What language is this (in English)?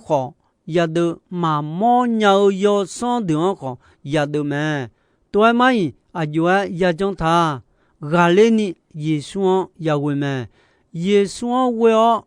Akha